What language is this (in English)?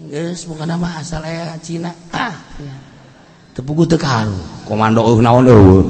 Sundanese